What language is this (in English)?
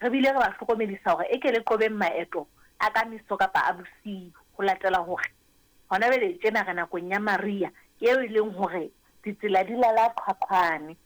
Southern Sotho